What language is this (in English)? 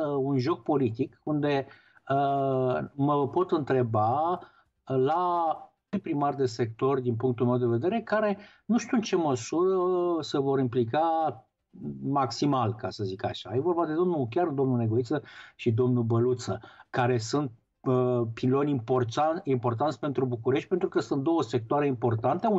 Romanian